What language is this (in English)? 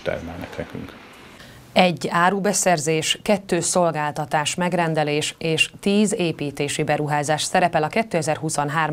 Hungarian